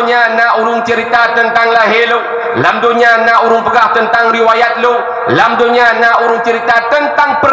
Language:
Achinese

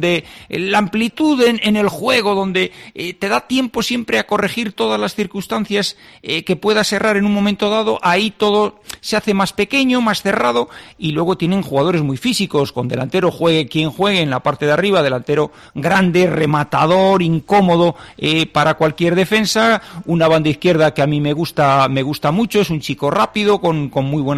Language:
Spanish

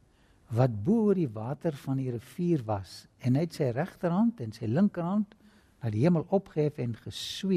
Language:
Afrikaans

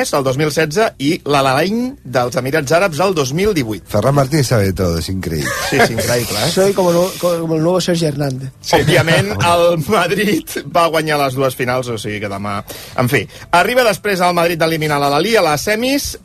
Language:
Catalan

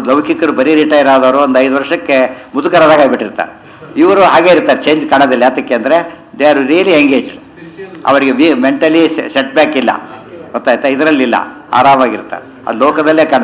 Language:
Kannada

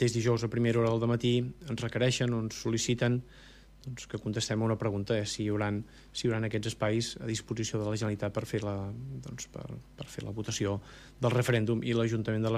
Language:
Catalan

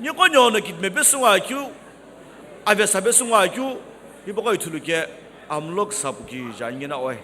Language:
Sumi Naga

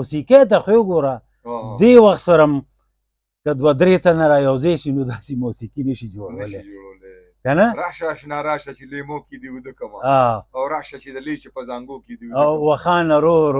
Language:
Pashto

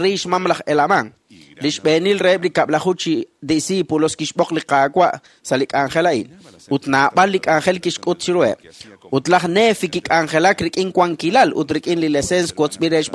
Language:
Kekchí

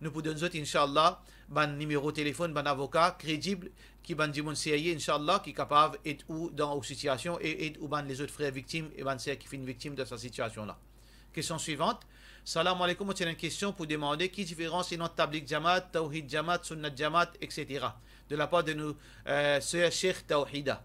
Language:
Morisyen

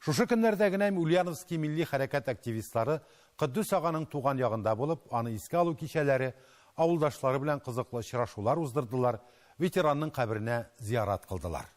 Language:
Tatar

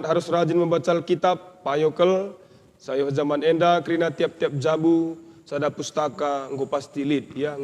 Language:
Batak Karo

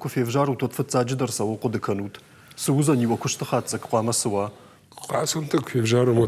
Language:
Ossetic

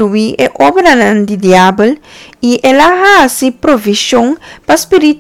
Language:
Papiamento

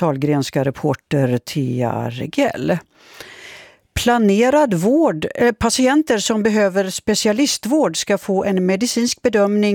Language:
Swedish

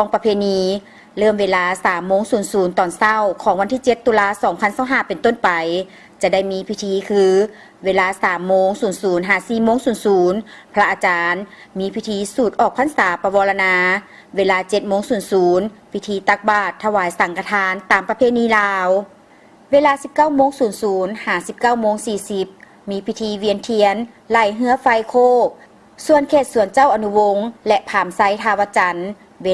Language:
Lao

